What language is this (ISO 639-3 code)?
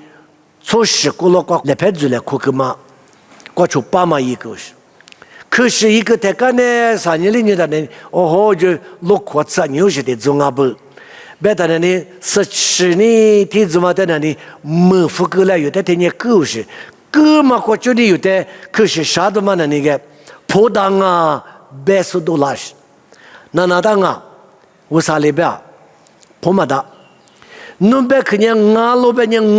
lis